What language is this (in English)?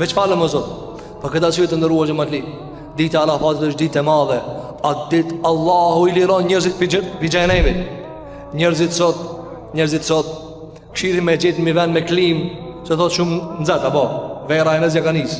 Albanian